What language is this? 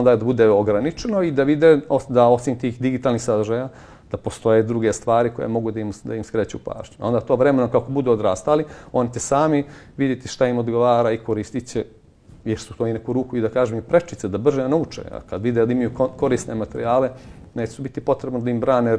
Bosnian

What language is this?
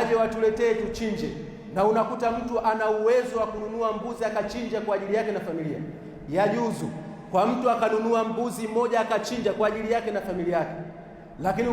Swahili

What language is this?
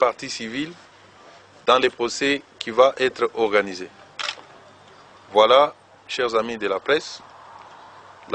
French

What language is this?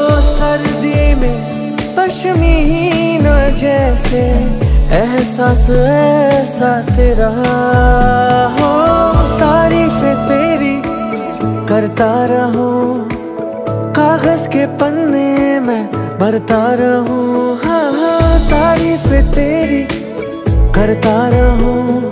Hindi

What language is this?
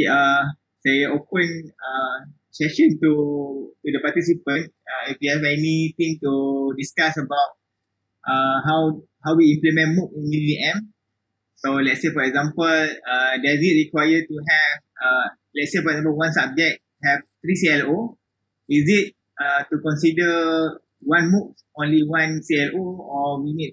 Malay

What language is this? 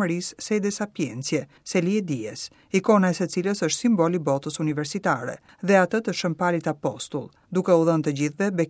Albanian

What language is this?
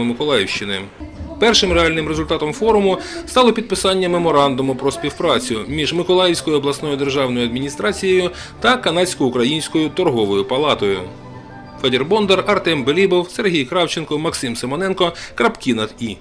Ukrainian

